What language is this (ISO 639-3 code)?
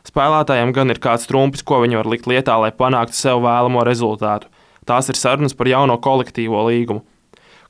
lav